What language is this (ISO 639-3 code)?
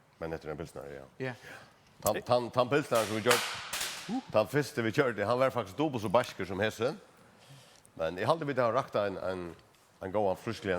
fao